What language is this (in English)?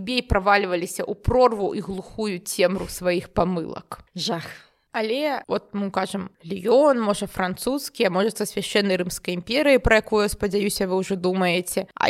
Belarusian